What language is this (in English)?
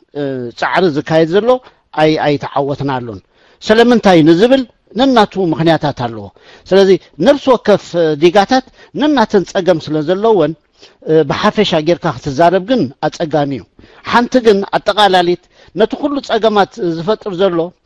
Tigrinya